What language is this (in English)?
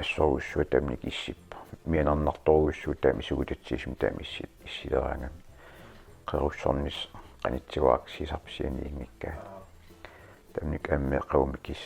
Kalaallisut